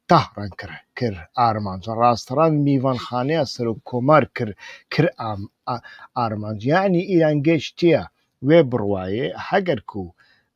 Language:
Central Kurdish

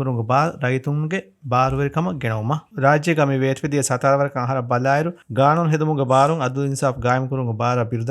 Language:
Divehi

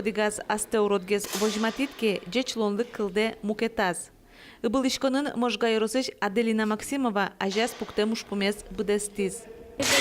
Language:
Udmurt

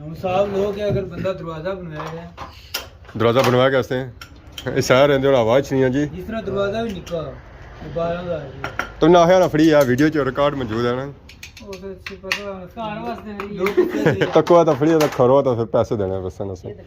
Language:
Pahari-Potwari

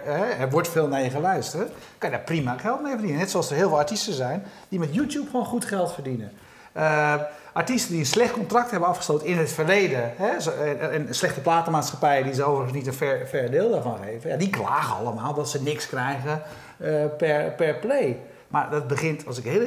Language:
Dutch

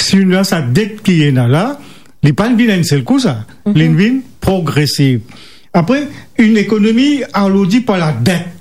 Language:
Morisyen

